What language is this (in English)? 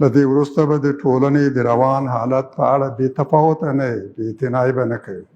Pashto